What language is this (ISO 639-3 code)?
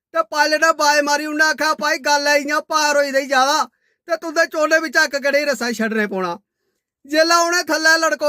doi